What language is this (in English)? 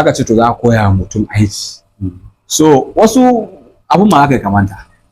Hausa